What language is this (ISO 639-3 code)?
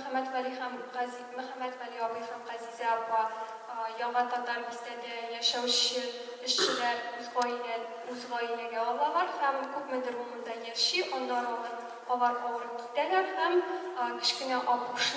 tat